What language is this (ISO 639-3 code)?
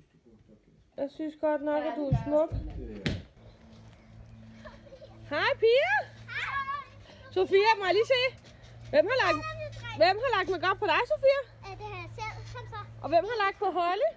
dan